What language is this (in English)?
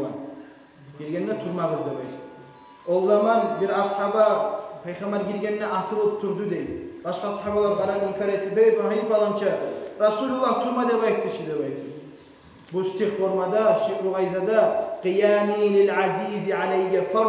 Kumyk